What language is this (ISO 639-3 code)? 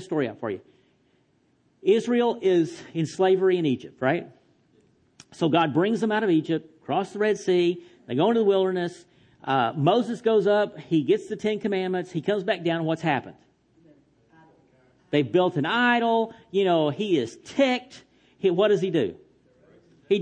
eng